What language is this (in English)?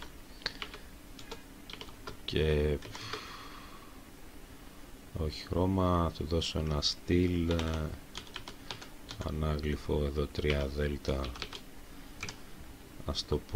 Greek